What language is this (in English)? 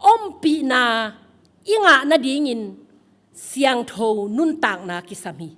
Tedim Chin